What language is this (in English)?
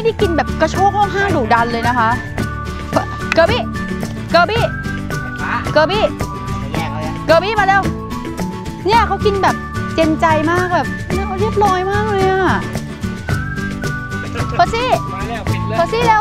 Thai